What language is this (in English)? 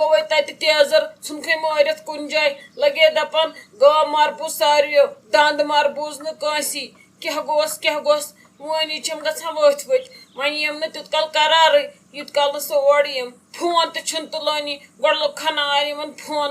Kashmiri